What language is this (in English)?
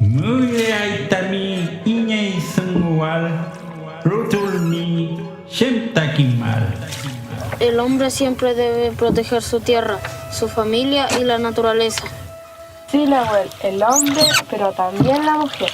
Mapuche